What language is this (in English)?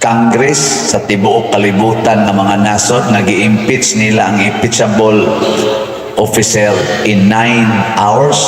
Cebuano